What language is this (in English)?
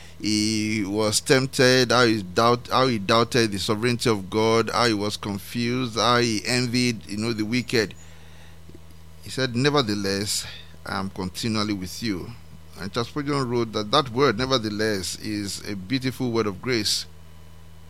English